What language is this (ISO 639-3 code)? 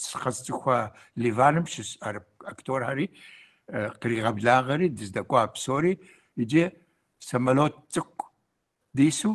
kbd